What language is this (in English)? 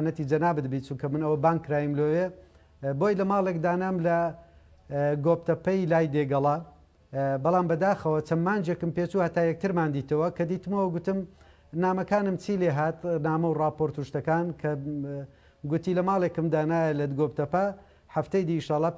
Central Kurdish